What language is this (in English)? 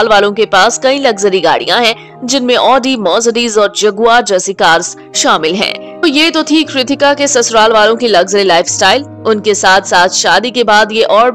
Hindi